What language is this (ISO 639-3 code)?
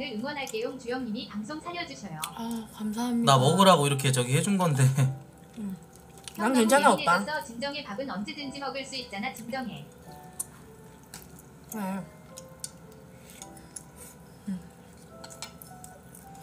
kor